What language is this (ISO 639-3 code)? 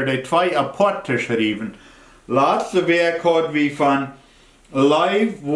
pdt